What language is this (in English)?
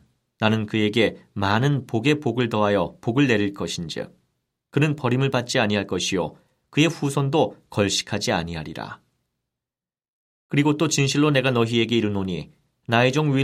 Korean